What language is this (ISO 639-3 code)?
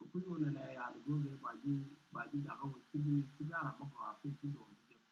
nus